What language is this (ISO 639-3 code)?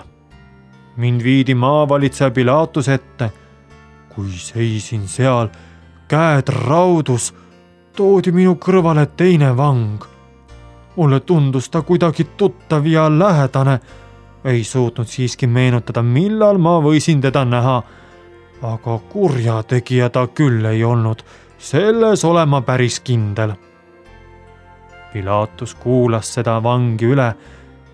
est